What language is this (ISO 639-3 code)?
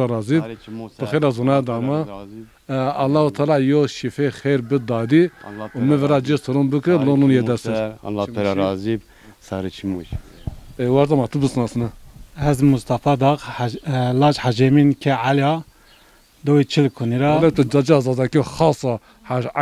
zza